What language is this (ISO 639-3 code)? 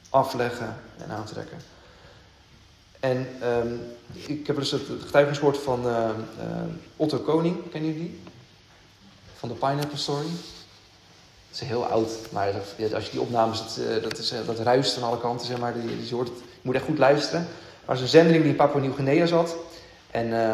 nld